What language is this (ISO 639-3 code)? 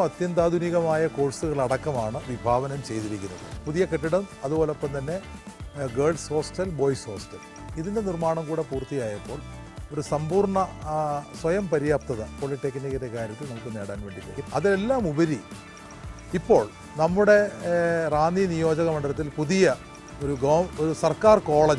mal